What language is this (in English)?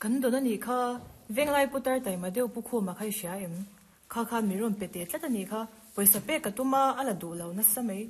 Mizo